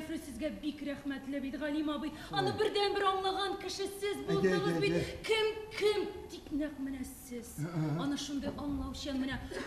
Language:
Bashkir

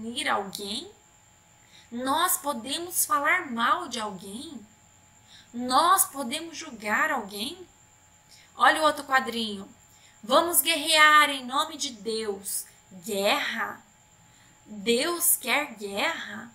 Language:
Portuguese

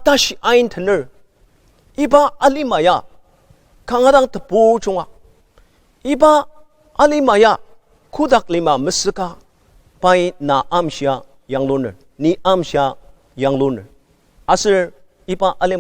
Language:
Ao Naga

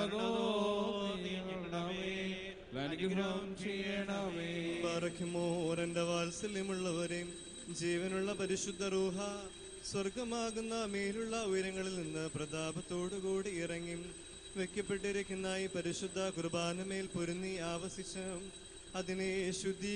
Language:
Malayalam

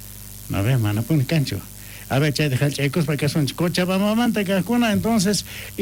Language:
South Bolivian Quechua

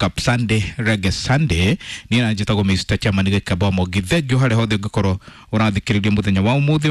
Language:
Kikuyu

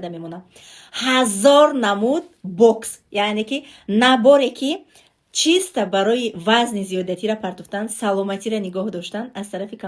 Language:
Tajik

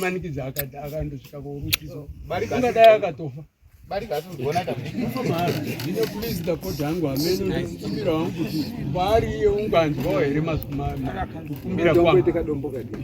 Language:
Shona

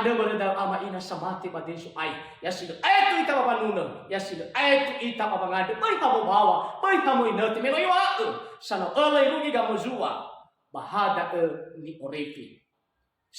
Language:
Nias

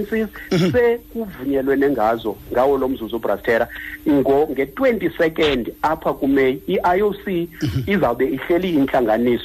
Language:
Xhosa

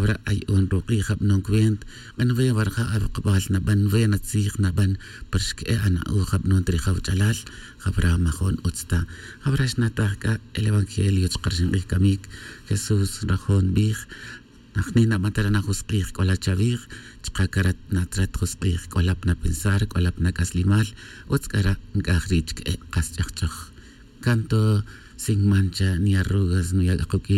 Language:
Tz'utujil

